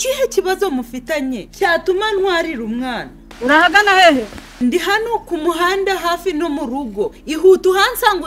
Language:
Kinyarwanda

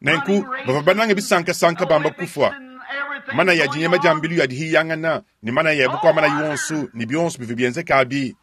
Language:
Luba-Lulua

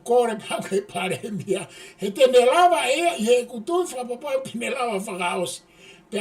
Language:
Tongan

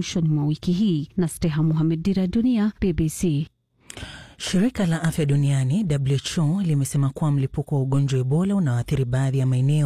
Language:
Swahili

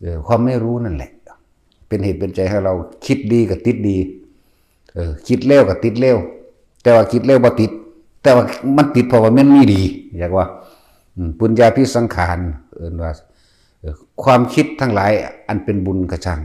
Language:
Lao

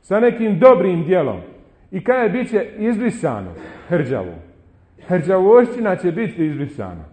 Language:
Bosnian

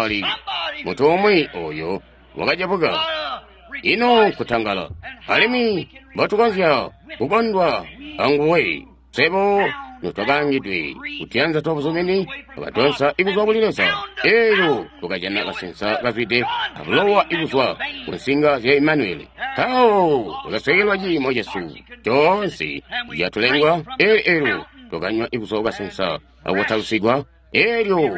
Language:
Tonga (Zambia)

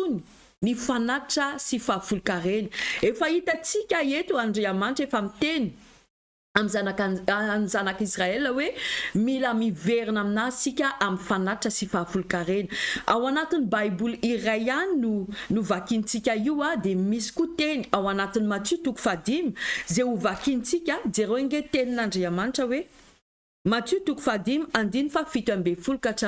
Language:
Malagasy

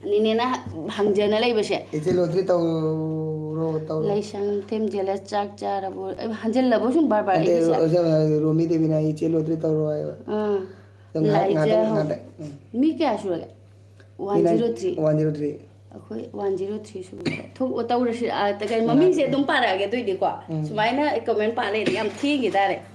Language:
Manipuri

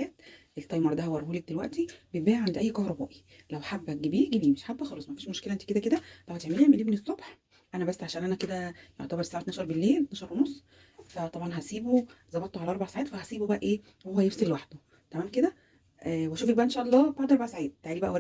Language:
Egyptian Arabic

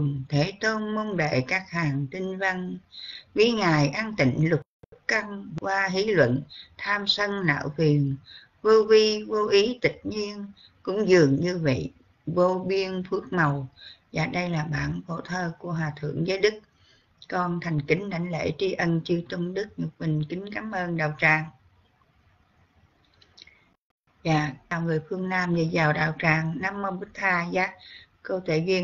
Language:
Vietnamese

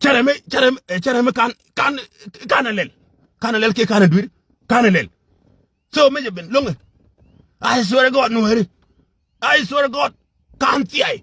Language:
Nuer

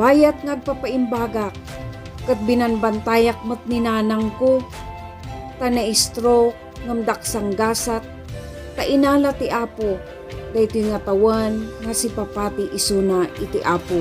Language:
Iloko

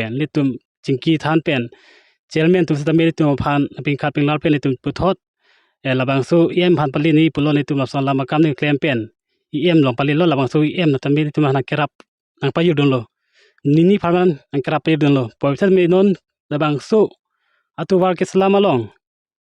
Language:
Karbi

